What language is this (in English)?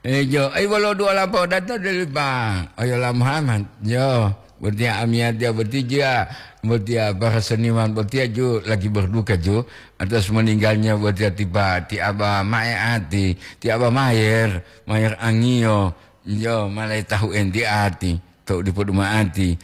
Gorontalo